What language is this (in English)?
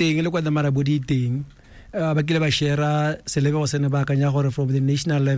Tswana